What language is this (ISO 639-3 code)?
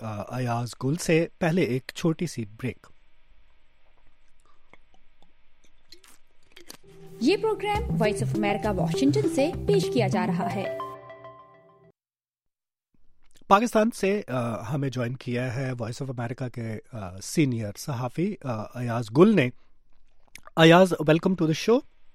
urd